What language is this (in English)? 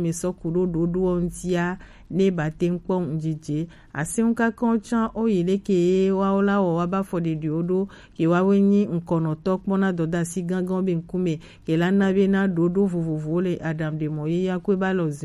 Gen